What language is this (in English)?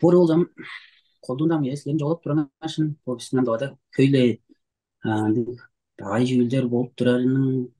Tuvinian